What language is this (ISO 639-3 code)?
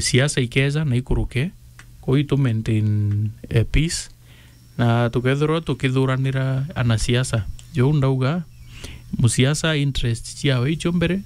mer